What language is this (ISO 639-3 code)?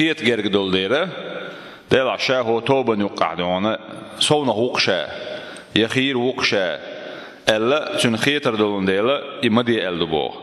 che